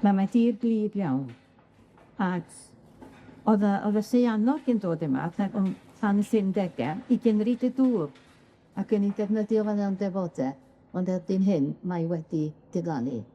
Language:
Welsh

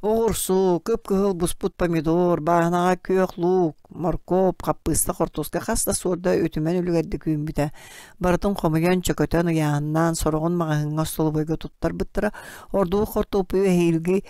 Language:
Yakut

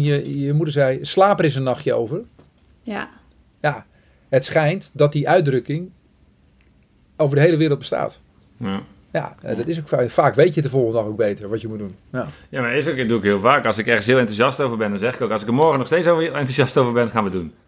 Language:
Dutch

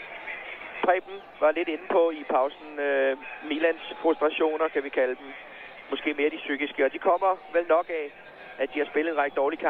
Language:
Danish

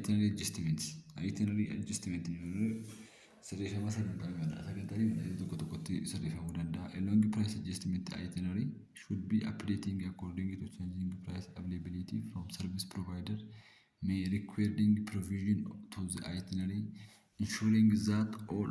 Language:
Oromo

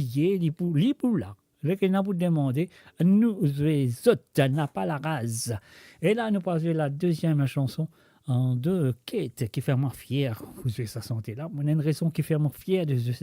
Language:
Morisyen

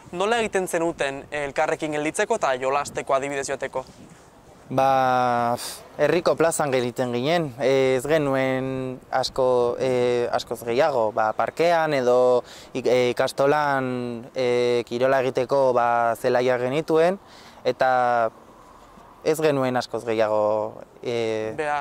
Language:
Basque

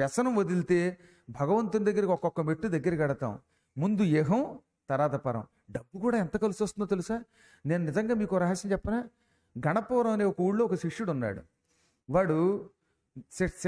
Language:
Telugu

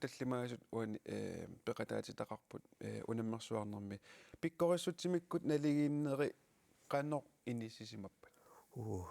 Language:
Kalaallisut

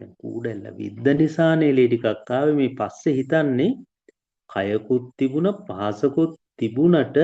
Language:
Sinhala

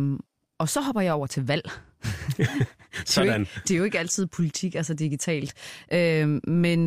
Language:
Danish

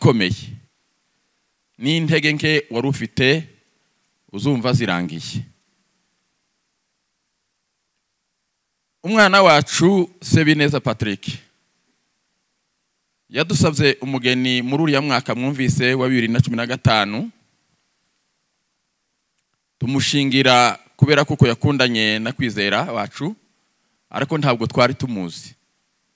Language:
Kinyarwanda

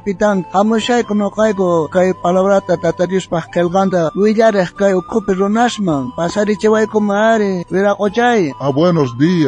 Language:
South Bolivian Quechua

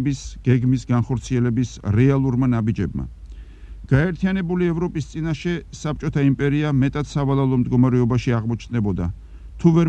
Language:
Georgian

